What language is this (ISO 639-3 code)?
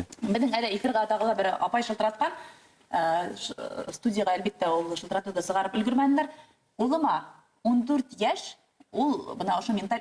bak